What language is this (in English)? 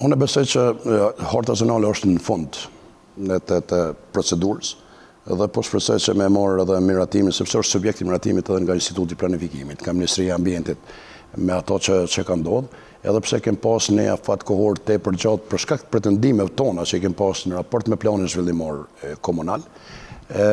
Albanian